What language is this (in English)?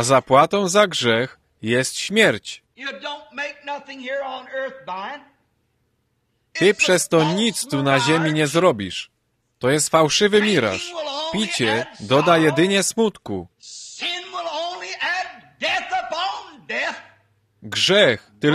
Polish